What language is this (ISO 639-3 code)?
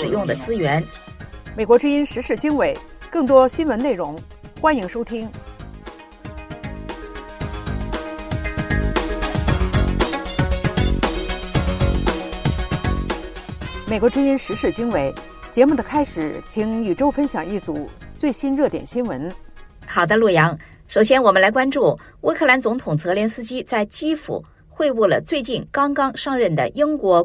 zho